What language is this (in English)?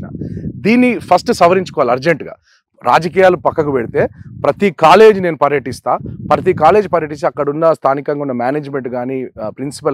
Telugu